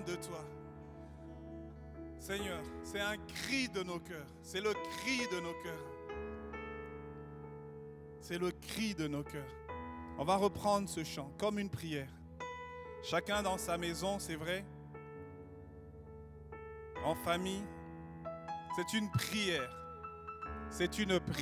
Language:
French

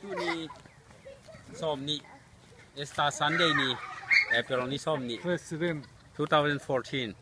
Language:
Tedim Chin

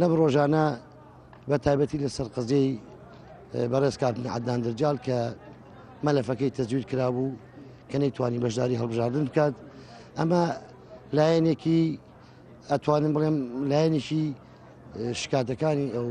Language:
Central Kurdish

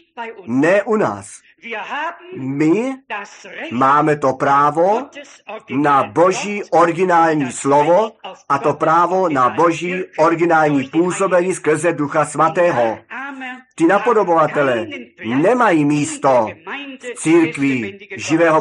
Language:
Czech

